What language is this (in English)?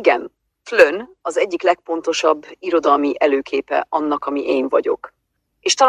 Hungarian